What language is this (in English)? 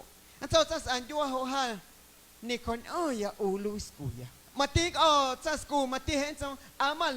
Guerrero Amuzgo